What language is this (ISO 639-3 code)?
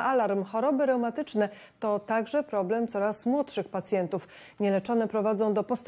pol